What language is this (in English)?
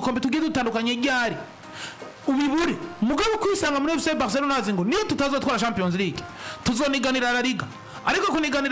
Rundi